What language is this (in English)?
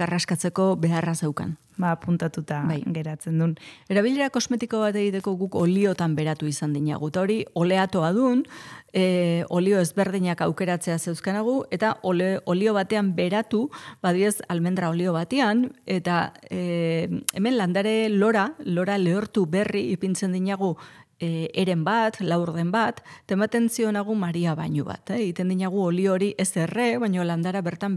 Basque